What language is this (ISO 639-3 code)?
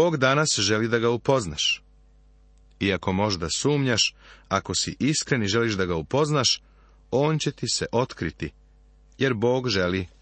srp